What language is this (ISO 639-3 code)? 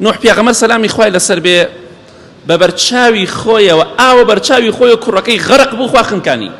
ckb